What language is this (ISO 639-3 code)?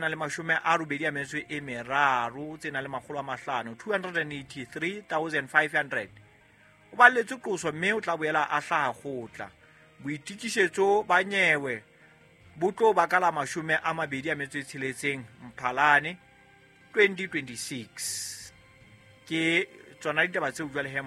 sot